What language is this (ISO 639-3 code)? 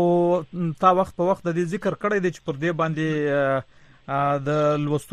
pus